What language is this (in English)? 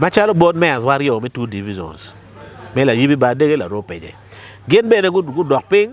Acoli